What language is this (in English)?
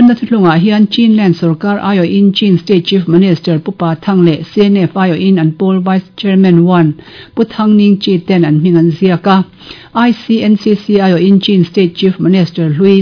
Mizo